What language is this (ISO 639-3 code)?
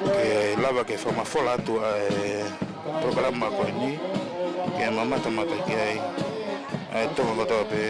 ton